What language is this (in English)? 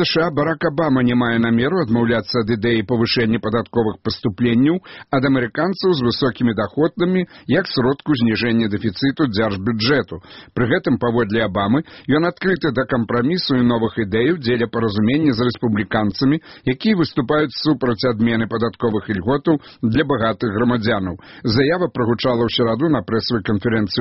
Belarusian